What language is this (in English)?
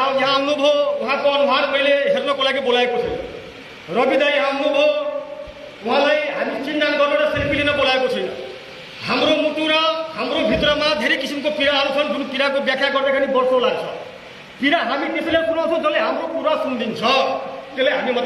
Nepali